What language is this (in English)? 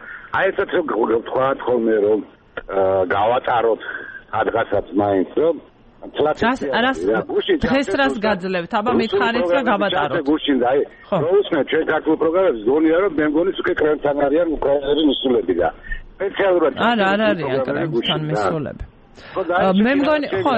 Georgian